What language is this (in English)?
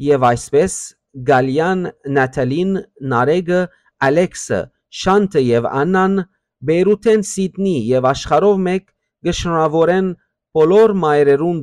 Western Armenian